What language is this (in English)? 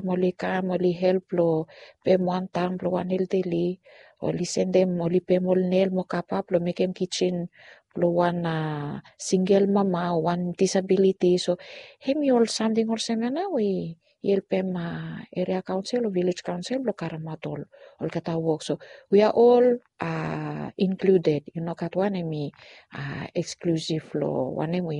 Bislama